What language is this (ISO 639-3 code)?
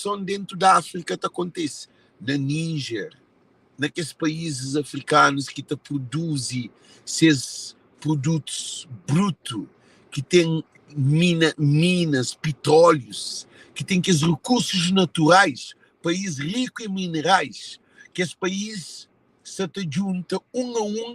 kea